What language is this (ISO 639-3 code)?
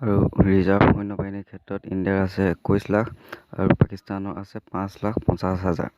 asm